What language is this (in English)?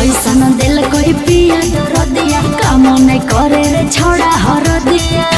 Magahi